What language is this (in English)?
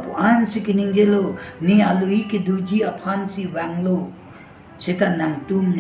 Karbi